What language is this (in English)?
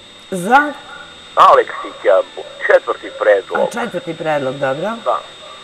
Serbian